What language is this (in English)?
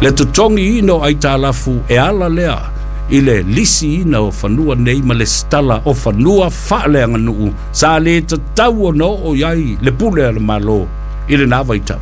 Samoan